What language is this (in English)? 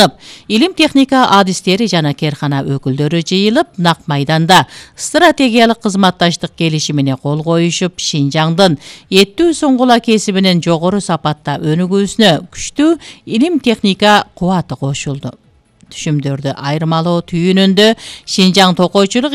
Kyrgyz